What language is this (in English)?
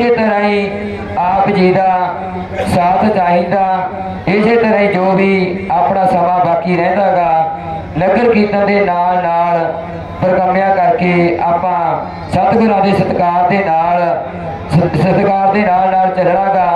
Punjabi